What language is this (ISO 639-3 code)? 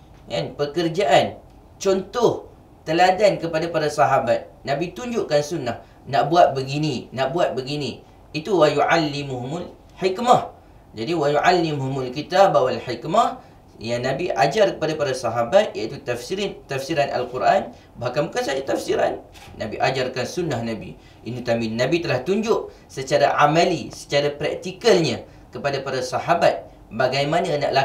msa